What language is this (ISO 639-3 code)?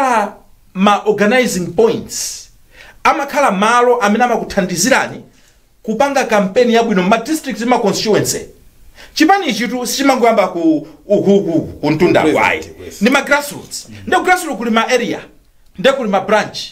nya